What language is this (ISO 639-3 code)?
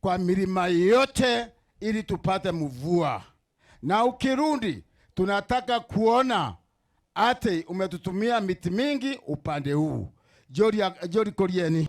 mer